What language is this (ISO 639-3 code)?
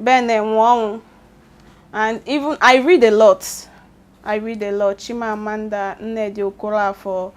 ibo